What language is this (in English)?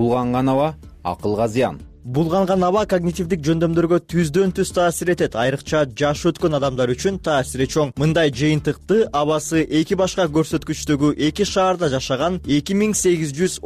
Kyrgyz